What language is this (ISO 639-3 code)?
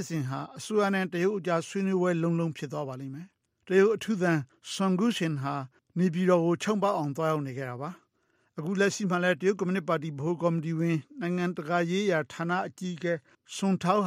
mya